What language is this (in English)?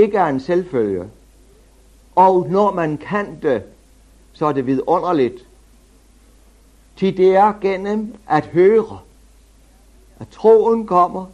Danish